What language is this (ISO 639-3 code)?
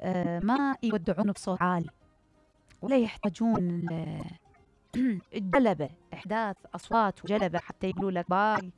acm